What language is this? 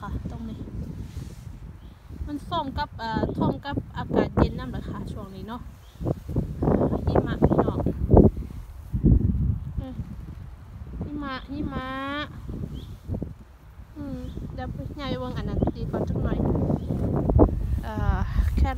Thai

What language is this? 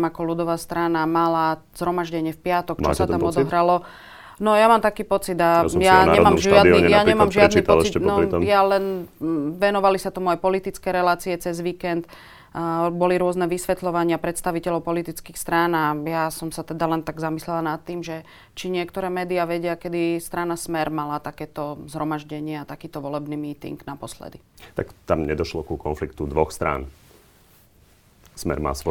Slovak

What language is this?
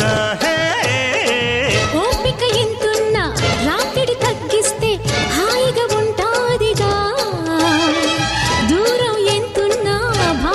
Telugu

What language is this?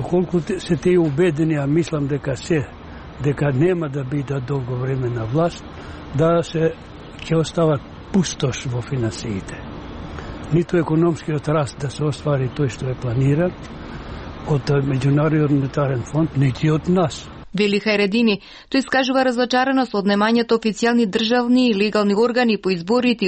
Macedonian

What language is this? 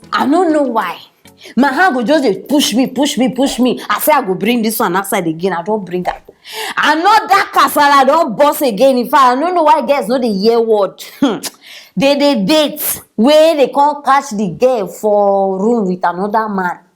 Nigerian Pidgin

